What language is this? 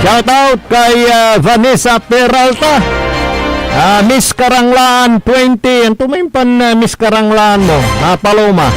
Pangasinan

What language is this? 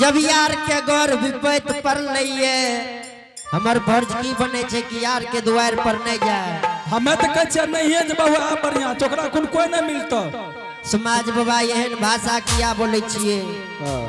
Angika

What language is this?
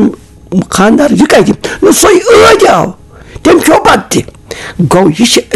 Kashmiri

